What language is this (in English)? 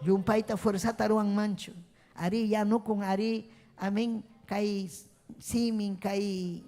Ayacucho Quechua